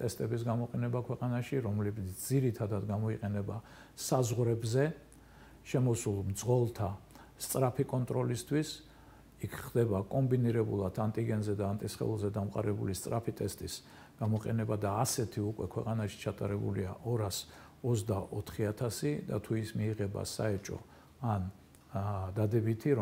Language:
Georgian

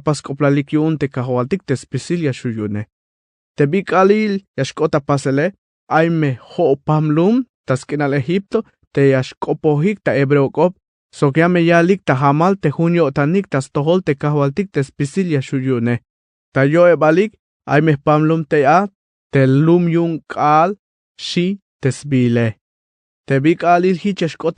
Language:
Tzeltal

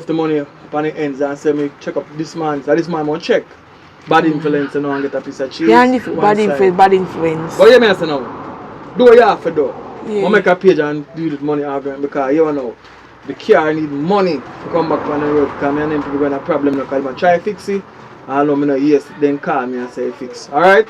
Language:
Jamaican Creole English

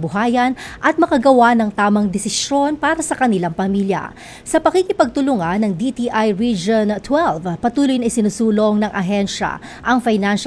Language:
Filipino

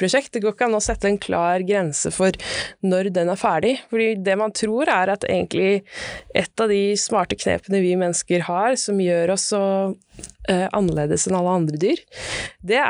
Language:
Norwegian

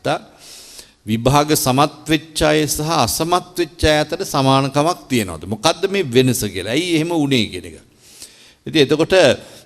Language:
Sinhala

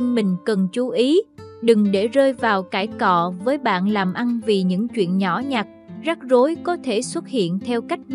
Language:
Vietnamese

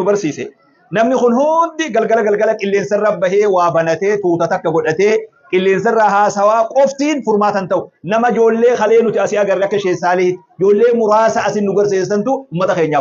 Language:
Oromo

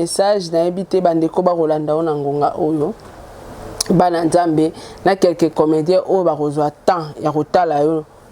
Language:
Lingala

